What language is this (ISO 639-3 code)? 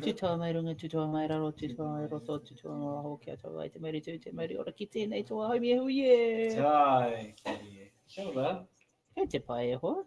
mri